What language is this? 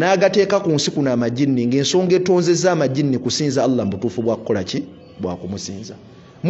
Ganda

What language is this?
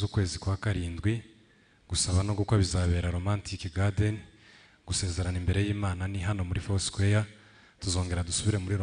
Kinyarwanda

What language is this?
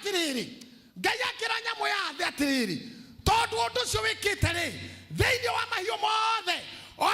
Kikuyu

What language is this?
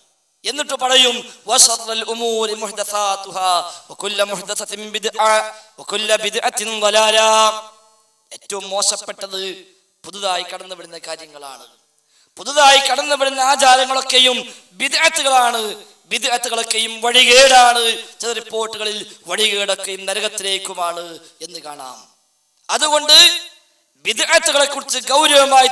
Malayalam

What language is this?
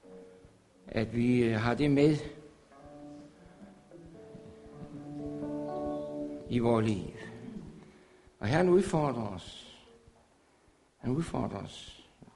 Danish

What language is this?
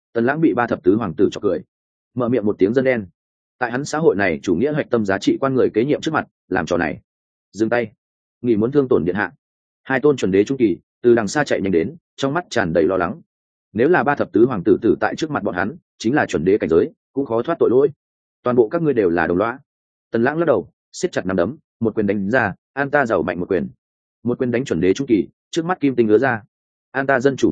Vietnamese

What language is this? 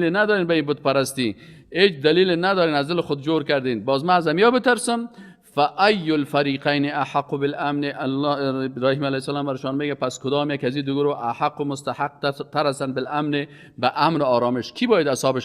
Persian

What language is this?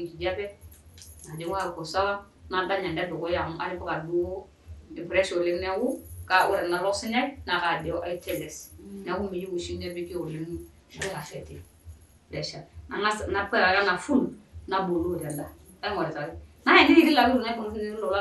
Masai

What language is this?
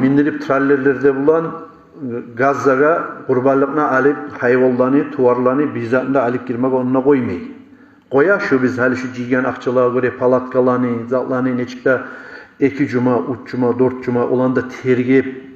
Kumyk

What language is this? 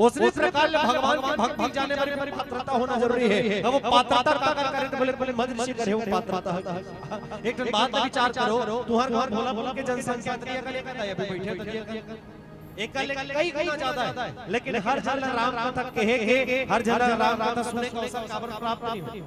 Chhattisgarhi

